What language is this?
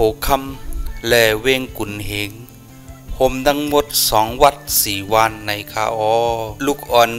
Shan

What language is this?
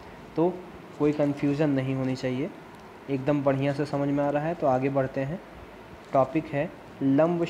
Hindi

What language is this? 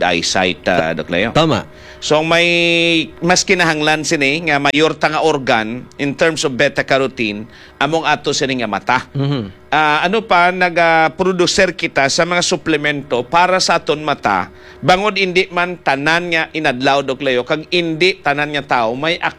Hiligaynon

